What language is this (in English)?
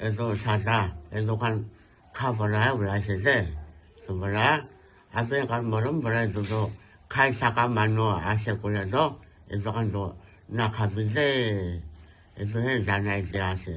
Naga Pidgin